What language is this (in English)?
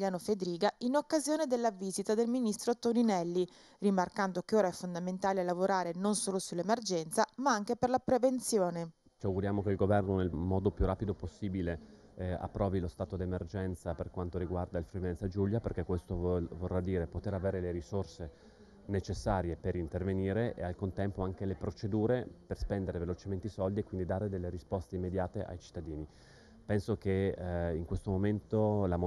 Italian